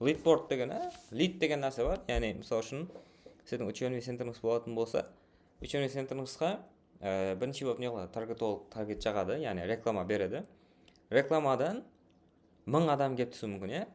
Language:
Kara-Kalpak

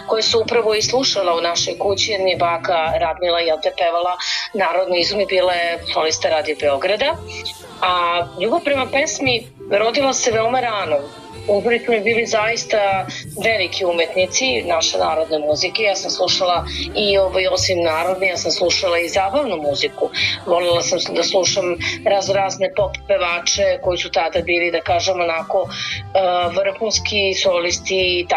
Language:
Serbian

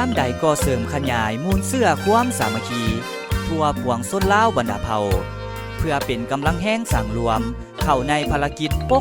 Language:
Lao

